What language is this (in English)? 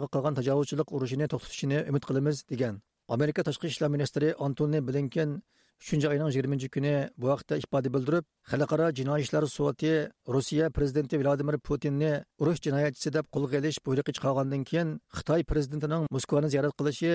Uyghur